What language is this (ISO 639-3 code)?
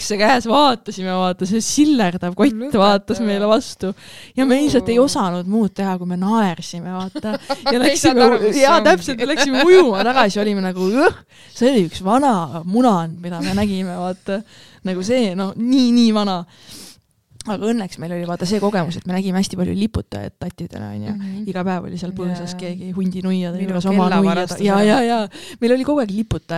est